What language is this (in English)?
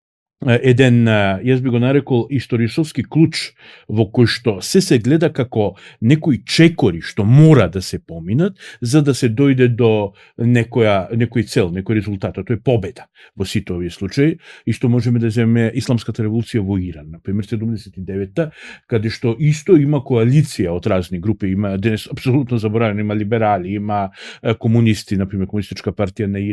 Macedonian